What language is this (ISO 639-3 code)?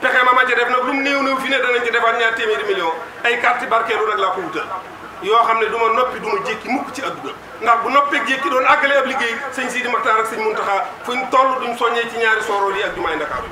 wol